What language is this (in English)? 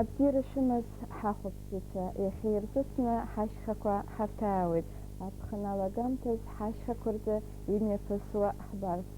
Abkhazian